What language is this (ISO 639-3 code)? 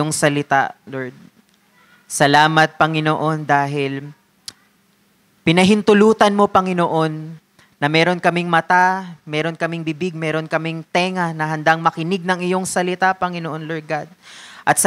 fil